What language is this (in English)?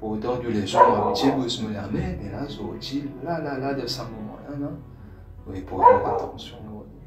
Morisyen